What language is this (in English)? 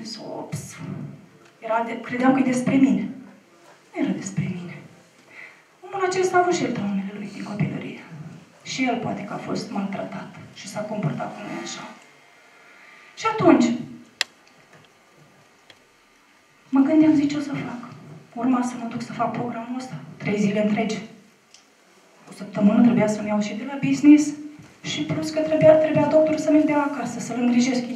Romanian